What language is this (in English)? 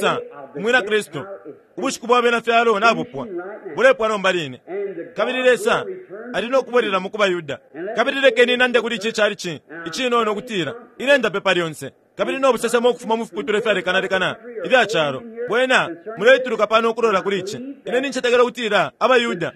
Bemba